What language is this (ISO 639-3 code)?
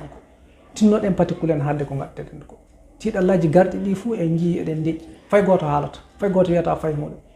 ful